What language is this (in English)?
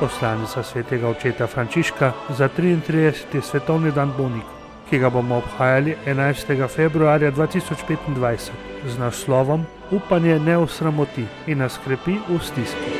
Slovenian